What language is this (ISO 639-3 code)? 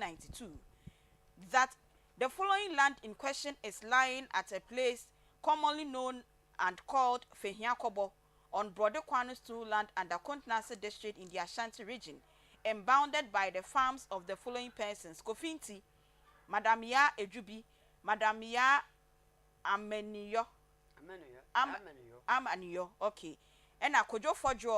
aka